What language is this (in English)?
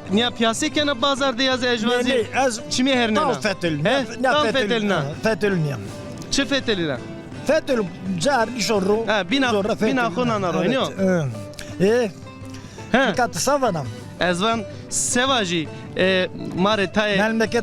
Zaza